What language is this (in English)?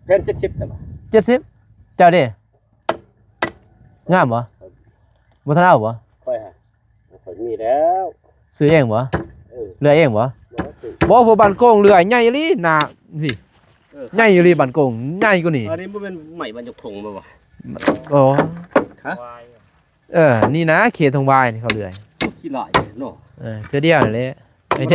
Lao